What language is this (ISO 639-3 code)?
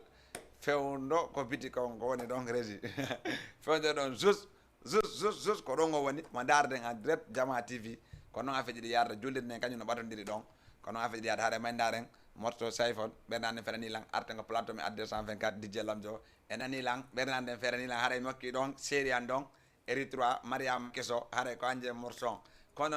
ful